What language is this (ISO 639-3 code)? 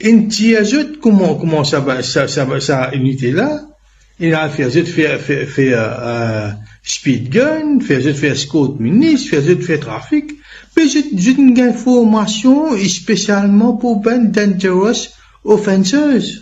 mfe